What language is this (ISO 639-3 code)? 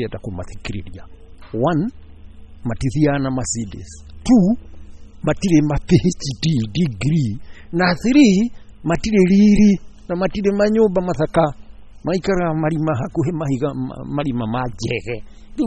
kik